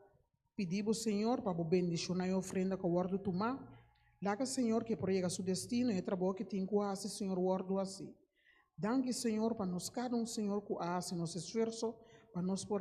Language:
Papiamento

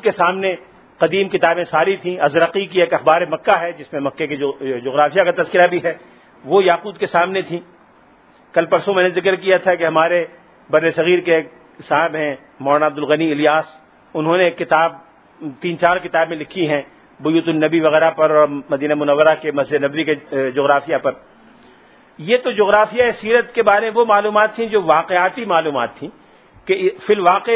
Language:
Urdu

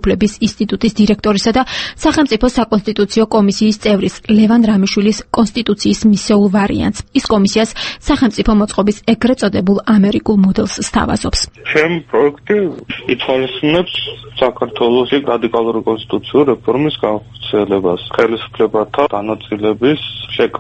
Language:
Georgian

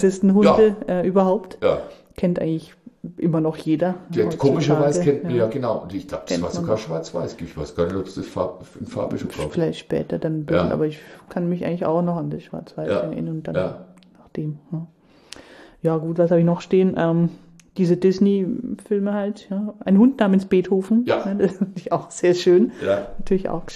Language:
German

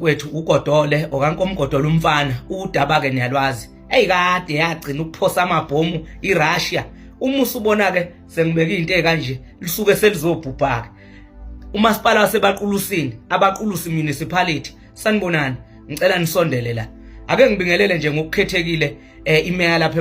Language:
Zulu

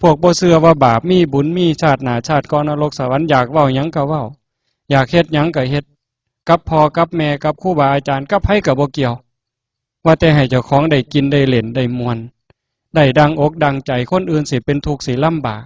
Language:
Northeastern Thai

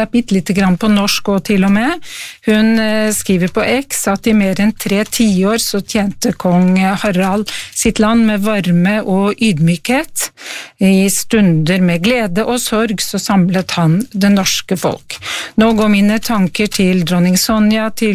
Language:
Norwegian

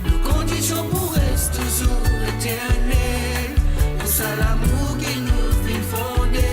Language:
Morisyen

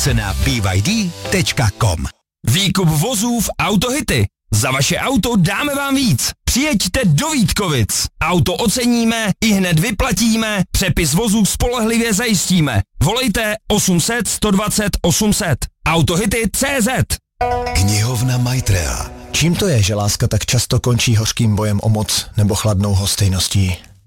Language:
Czech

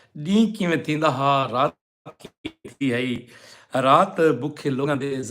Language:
Saraiki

